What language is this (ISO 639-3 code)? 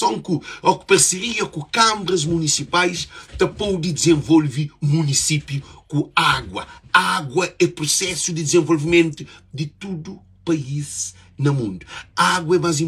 kea